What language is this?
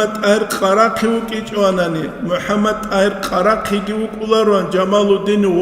Avaric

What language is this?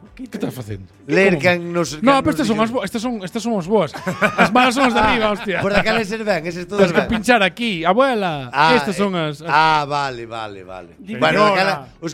Galician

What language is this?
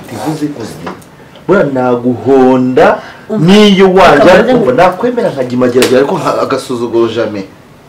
Kinyarwanda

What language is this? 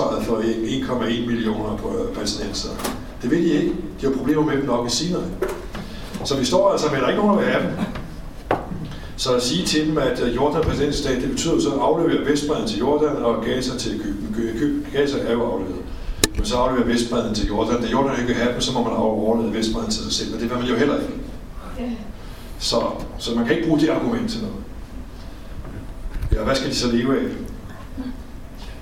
Danish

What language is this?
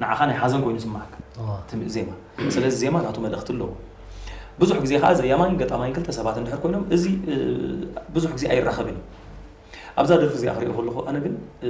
Tigrinya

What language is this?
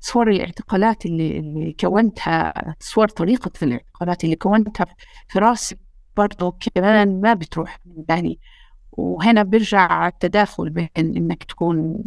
North Levantine Arabic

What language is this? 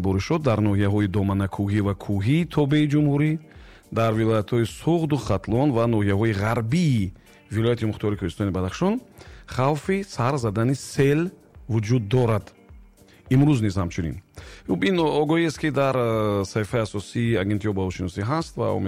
Tajik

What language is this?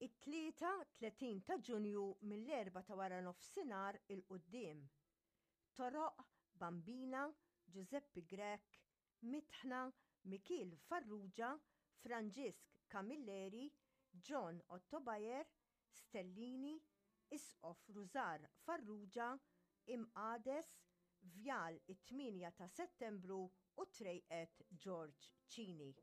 Maltese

